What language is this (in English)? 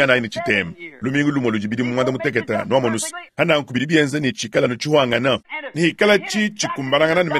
Luba-Lulua